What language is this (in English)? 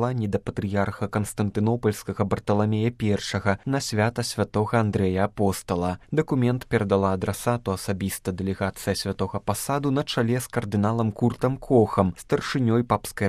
Belarusian